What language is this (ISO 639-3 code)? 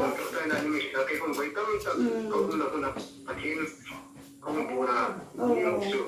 hmr